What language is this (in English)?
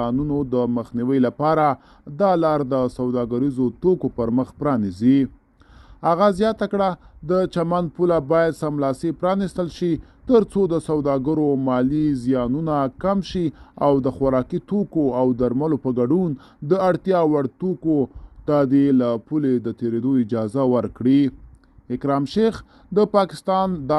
Pashto